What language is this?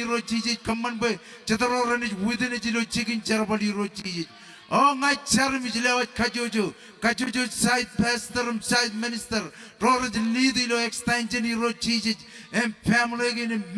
Marshallese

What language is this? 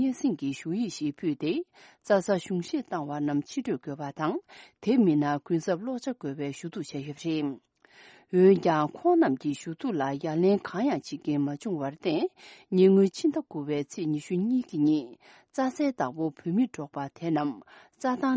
Tibetan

